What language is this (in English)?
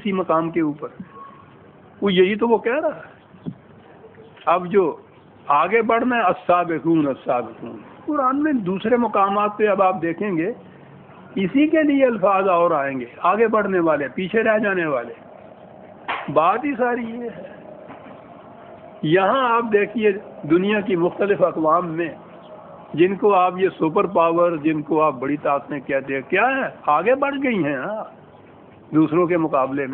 Urdu